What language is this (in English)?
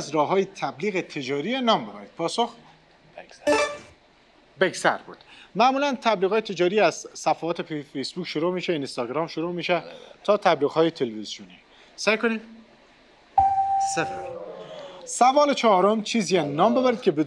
Persian